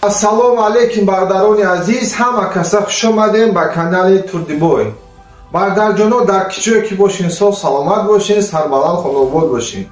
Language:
Tajik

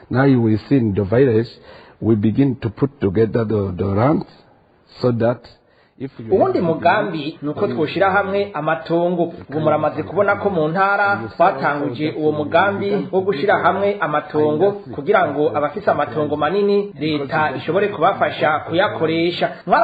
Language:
Rundi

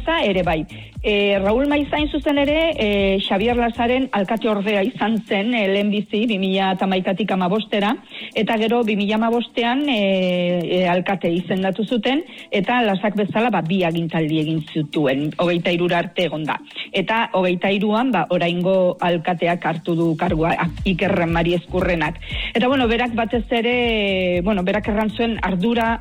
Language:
Basque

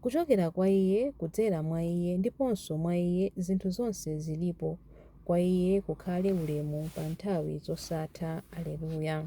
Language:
Nyanja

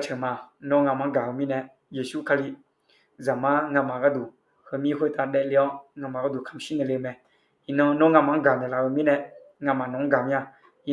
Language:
Akha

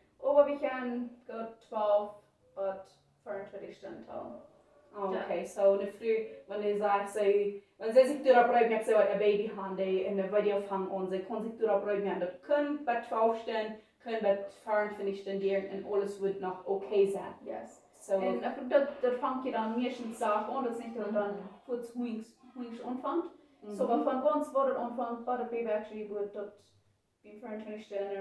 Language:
Plautdietsch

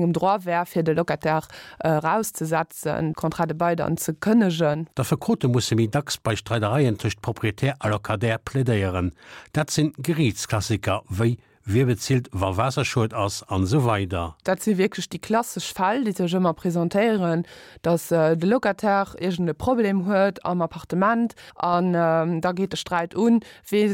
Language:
Luxembourgish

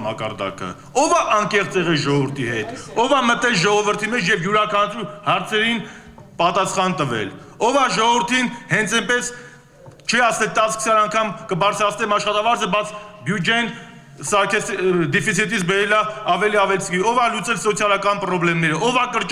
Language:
Armenian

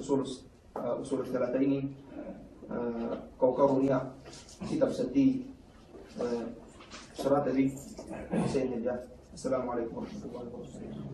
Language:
Yakan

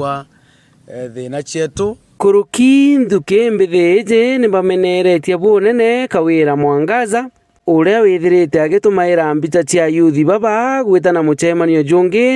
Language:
Meru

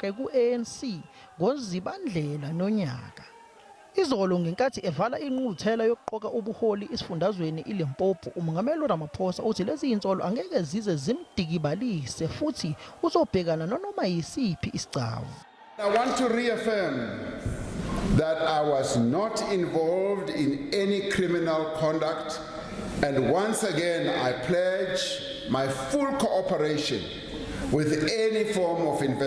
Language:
Zulu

